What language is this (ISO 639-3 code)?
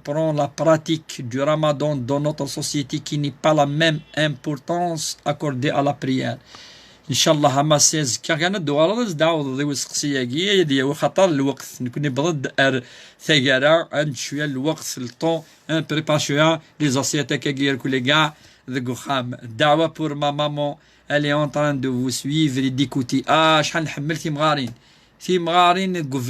kab